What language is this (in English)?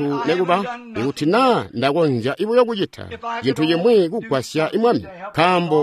Tonga (Zambia)